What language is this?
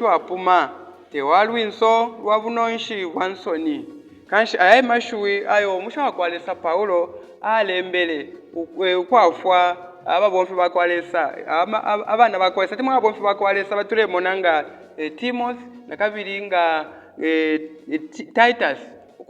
Bemba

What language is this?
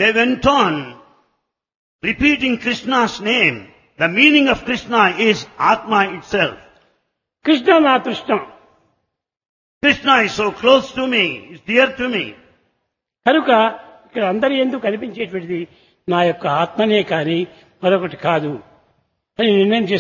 Telugu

